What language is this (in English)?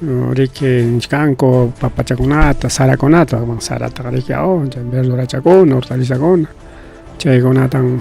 Ayacucho Quechua